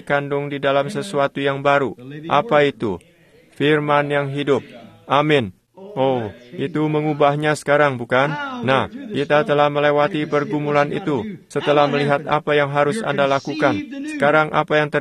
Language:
Indonesian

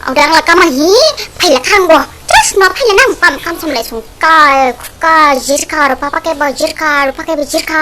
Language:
Dimasa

